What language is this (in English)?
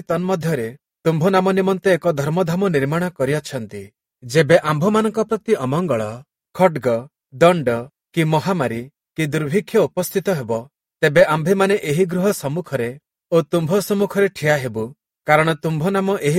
Odia